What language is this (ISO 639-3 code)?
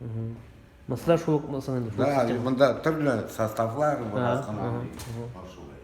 tat